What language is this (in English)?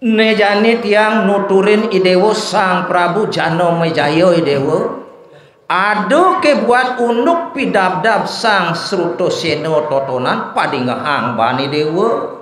Balinese